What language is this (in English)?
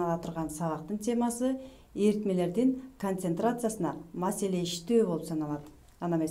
Kyrgyz